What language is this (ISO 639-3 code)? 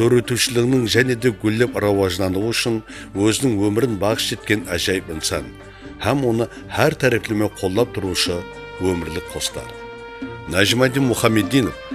kaa